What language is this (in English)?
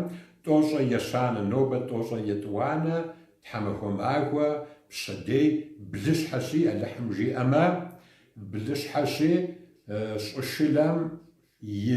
Kabardian